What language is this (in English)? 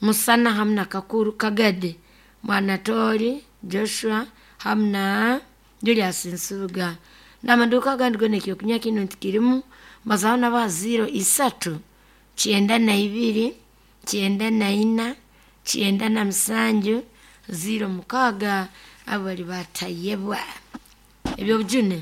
Nyoro